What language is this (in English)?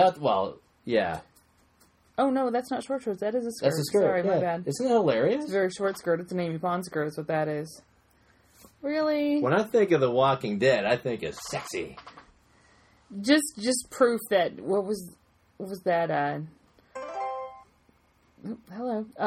English